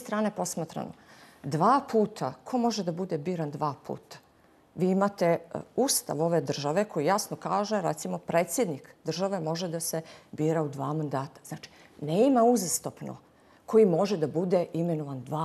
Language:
Bosnian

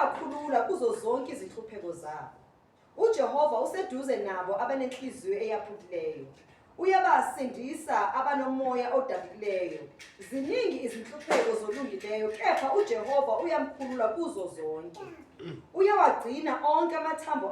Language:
Zulu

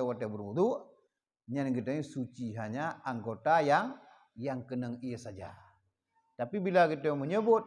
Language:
Achinese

